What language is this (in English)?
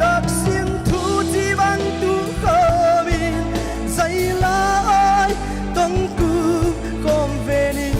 Paite Chin